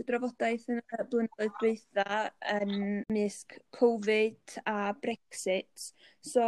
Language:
Welsh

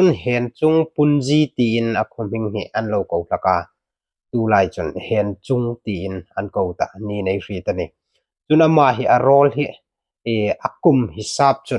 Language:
Hmar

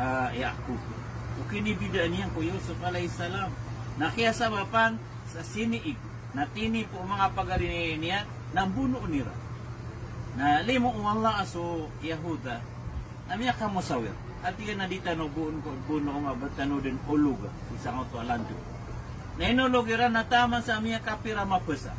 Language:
Maranao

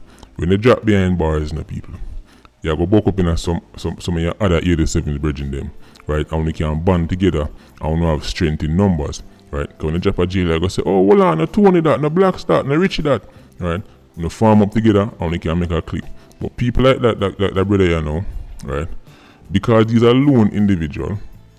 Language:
Jamaican Creole English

